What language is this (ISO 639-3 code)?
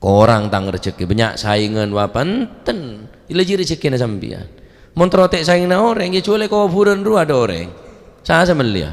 mad